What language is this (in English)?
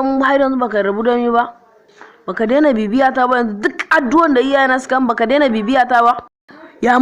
Hausa